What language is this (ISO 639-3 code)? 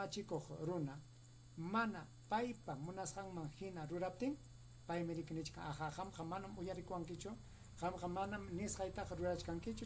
quy